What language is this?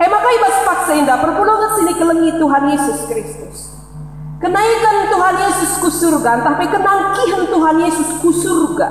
Batak Karo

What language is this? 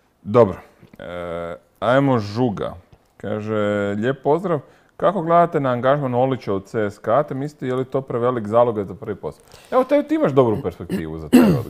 Croatian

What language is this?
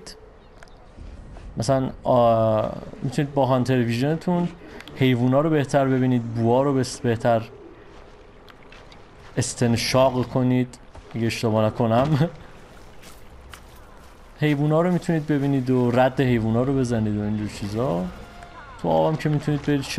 Persian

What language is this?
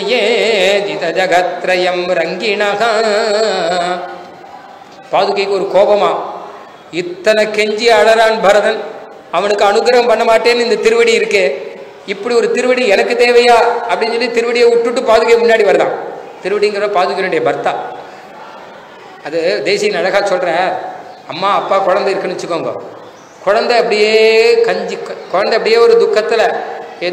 Tamil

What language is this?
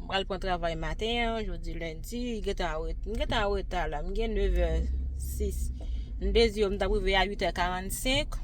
Haitian Creole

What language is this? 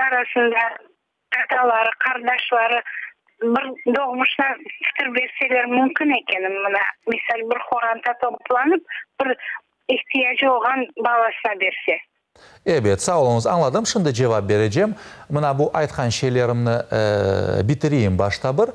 Crimean Tatar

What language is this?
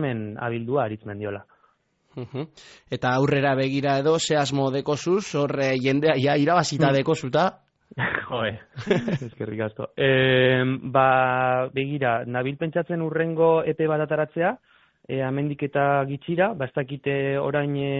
Basque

